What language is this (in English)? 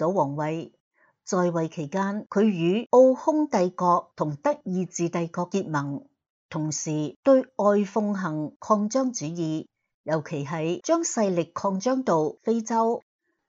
Cantonese